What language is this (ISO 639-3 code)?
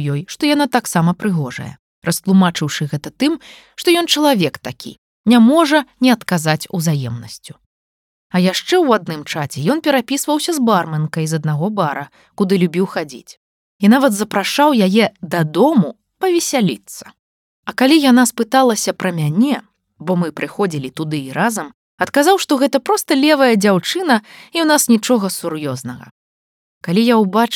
bel